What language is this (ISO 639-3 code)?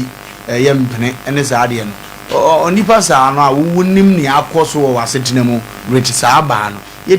aka